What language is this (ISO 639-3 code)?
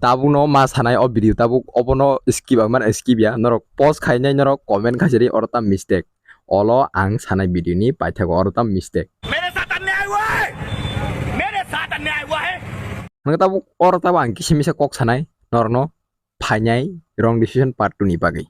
trp